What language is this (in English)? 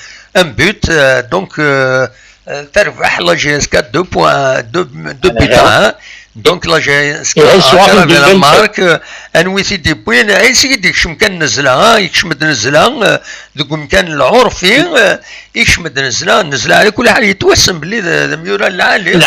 Kabyle